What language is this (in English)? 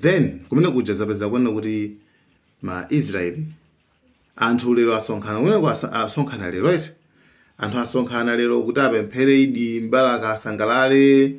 Nyanja